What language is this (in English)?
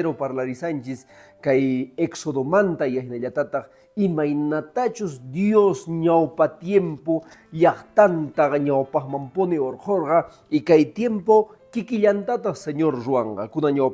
Quechua